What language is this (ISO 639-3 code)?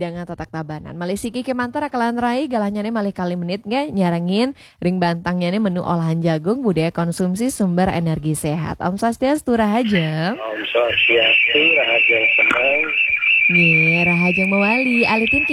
ban